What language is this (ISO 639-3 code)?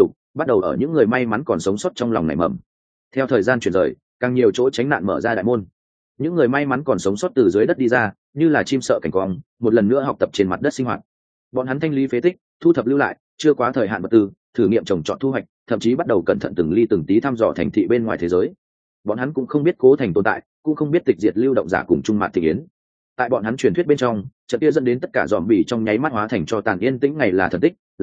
vie